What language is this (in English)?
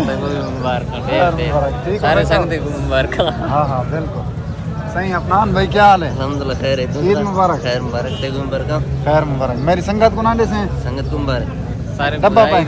Saraiki